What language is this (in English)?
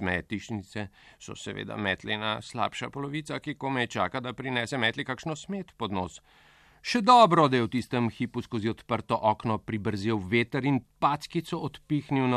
Slovenian